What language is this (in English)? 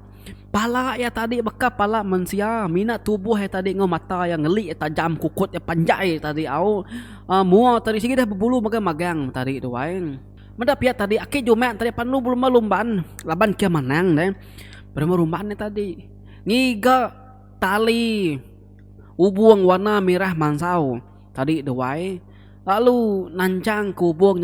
Iban